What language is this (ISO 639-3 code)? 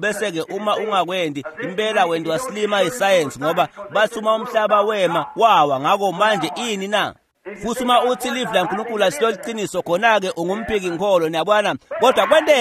ssw